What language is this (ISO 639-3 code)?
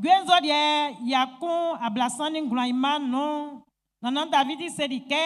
bci